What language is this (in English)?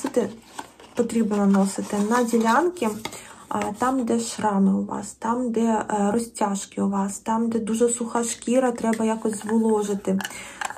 Ukrainian